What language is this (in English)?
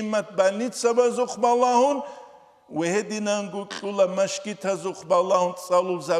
Avaric